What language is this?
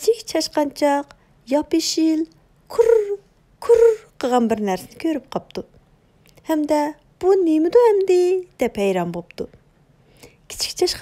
Uyghur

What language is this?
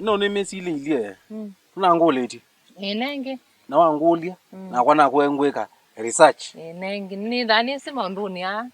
Kamba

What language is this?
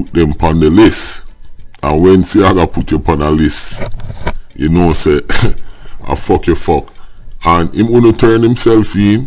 Jamaican Creole English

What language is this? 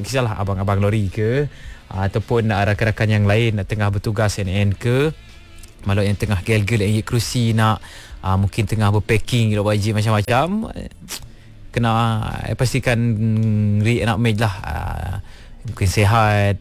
Malay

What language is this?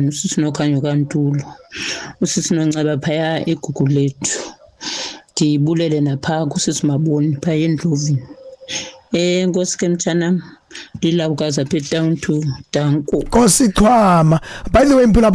Xhosa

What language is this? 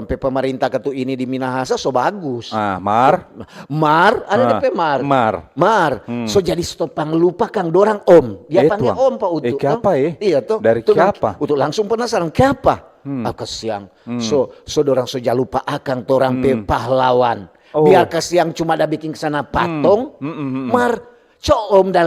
Manado Malay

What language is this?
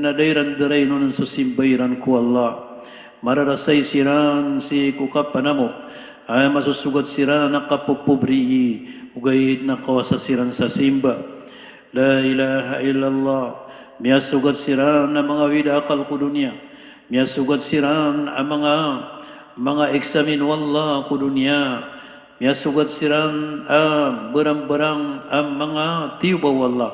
Maranao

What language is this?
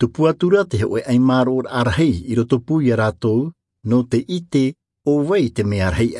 Tahitian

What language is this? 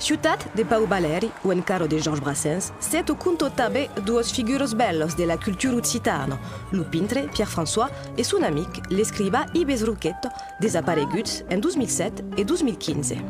Occitan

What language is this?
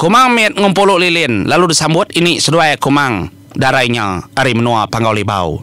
Iban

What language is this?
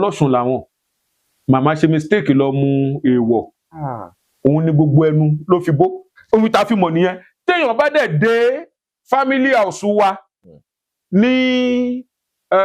Yoruba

